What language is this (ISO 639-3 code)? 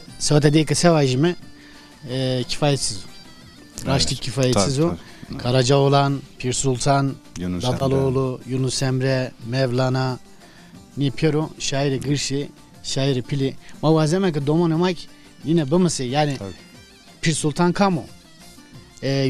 zza